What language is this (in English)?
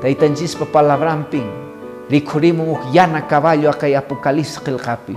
Quechua